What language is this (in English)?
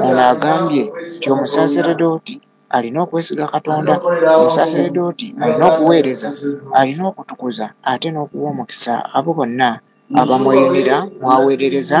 Ganda